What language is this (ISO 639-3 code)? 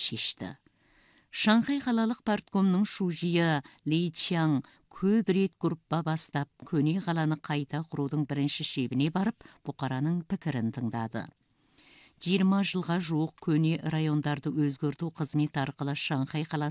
kaz